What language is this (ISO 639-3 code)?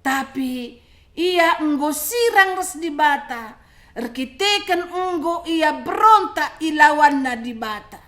btx